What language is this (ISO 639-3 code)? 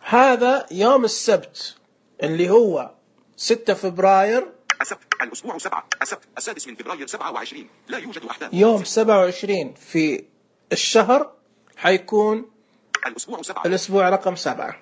ars